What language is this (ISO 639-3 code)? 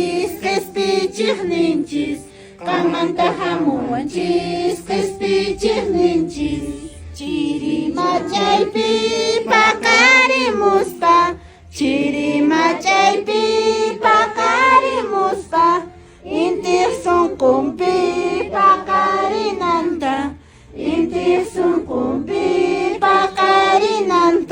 que